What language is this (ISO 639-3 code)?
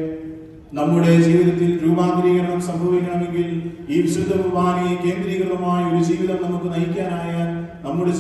mal